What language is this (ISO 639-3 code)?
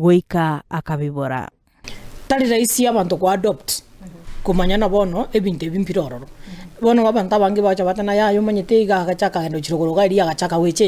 guz